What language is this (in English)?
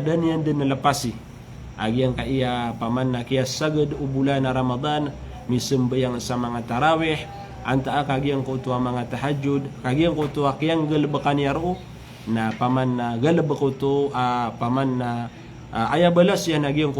Maranao